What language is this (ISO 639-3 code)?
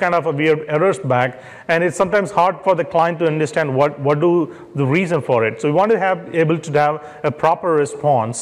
eng